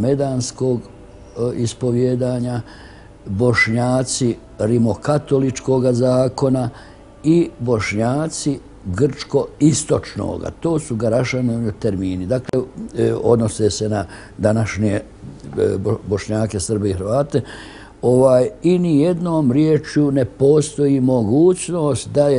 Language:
Bosnian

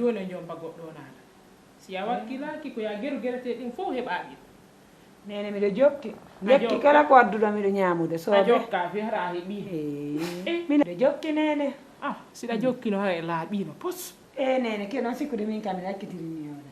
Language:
Fula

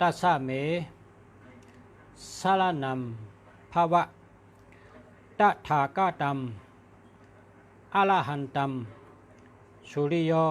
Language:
Shan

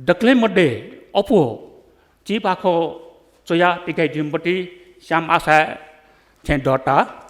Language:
Newari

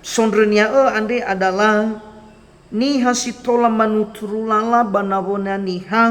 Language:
Nias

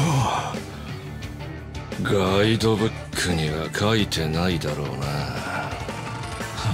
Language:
Japanese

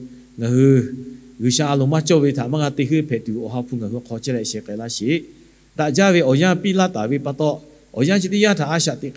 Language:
Lahu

